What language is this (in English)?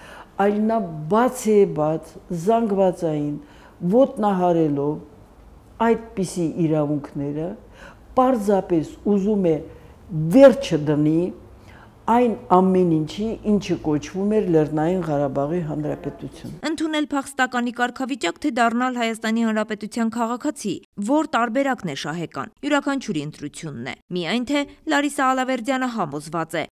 Armenian